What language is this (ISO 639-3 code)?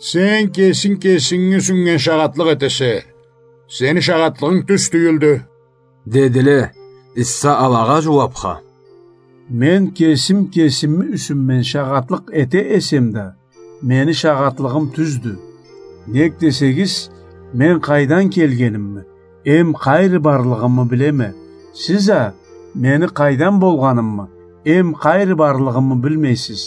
krc